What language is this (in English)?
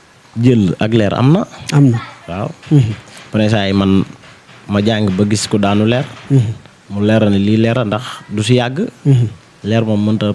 Wolof